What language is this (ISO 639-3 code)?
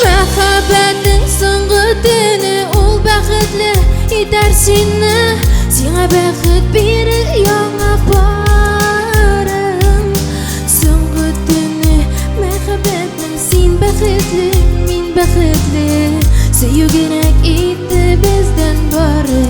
tat